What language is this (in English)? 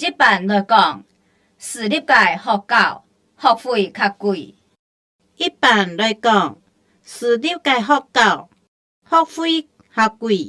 Hakka Chinese